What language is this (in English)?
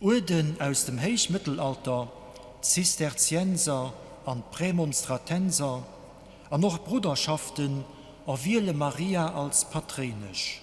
Luxembourgish